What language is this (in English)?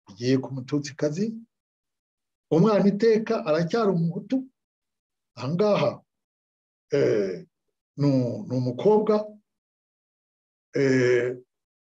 Kinyarwanda